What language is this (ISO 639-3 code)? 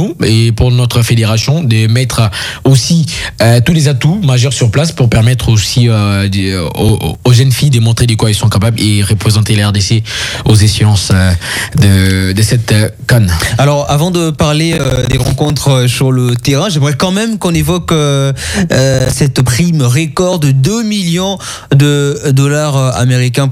fra